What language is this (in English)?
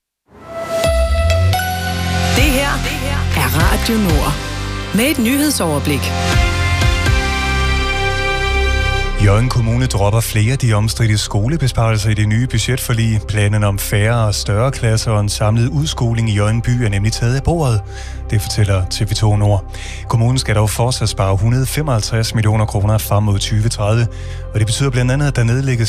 Danish